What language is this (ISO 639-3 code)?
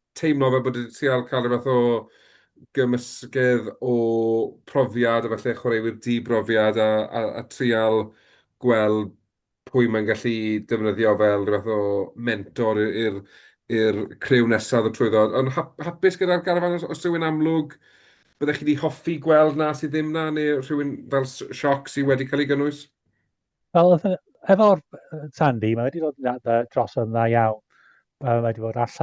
cym